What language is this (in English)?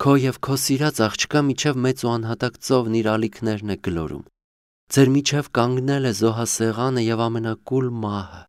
Armenian